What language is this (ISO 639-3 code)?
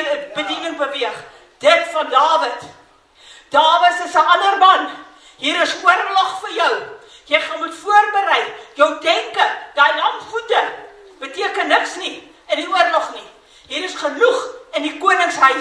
afr